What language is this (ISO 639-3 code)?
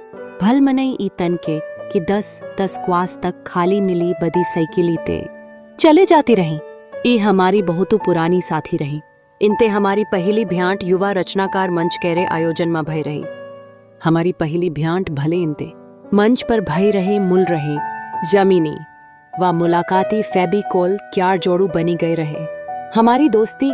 awa